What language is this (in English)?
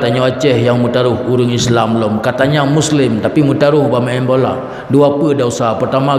Achinese